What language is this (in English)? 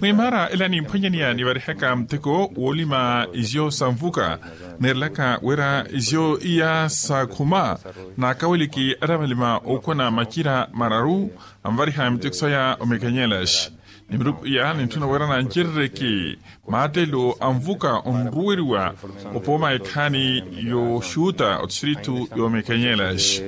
Makhuwa